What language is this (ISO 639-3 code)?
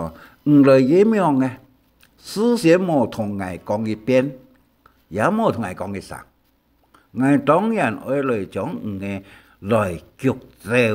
hak